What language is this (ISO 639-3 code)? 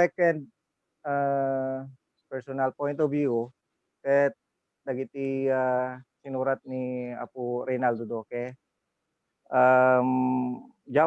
ilo